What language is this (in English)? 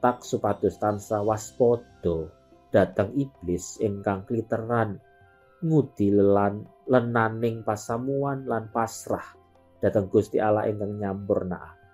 Javanese